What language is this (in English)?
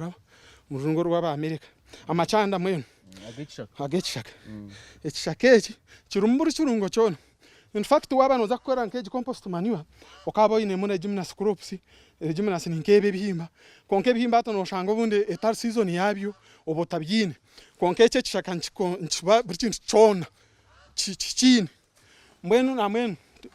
Nyankole